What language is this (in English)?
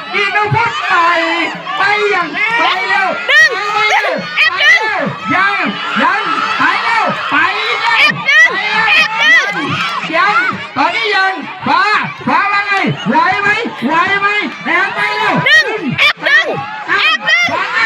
Lao